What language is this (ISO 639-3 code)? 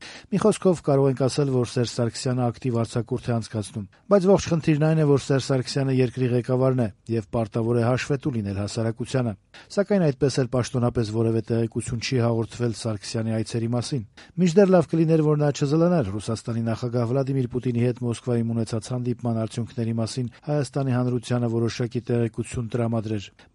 hye